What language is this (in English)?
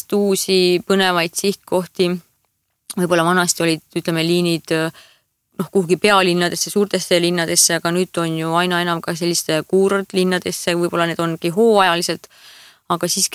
Estonian